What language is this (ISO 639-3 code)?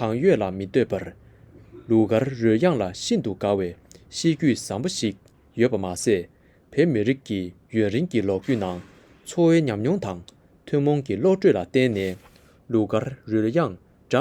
bod